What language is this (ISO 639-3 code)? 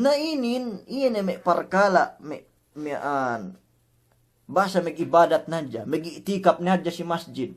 yka